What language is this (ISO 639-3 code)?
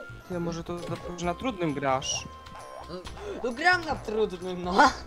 pol